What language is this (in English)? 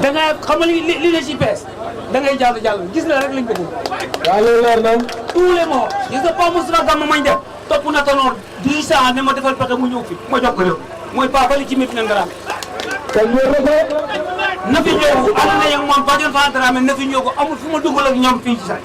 Wolof